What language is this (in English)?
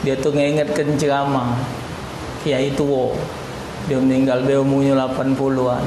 Musi